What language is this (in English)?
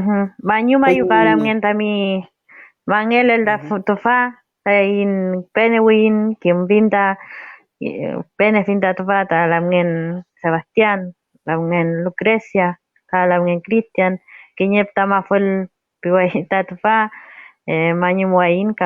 Mapuche